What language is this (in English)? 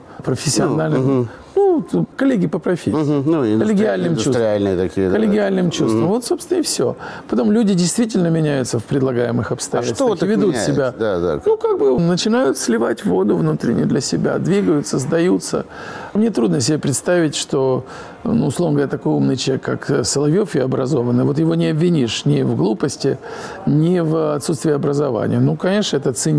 Russian